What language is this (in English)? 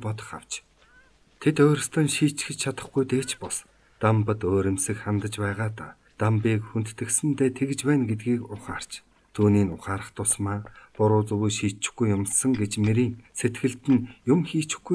Mongolian